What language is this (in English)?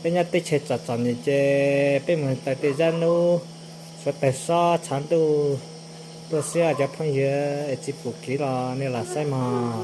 Hmong